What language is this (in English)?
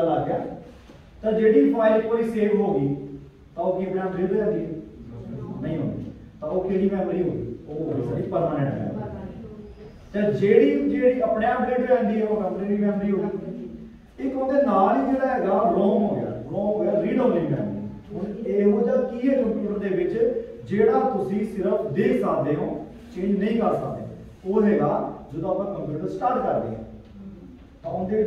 Punjabi